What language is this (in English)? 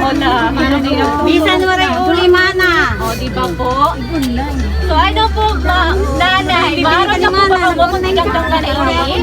Waray